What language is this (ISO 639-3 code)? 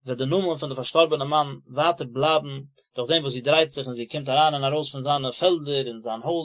yid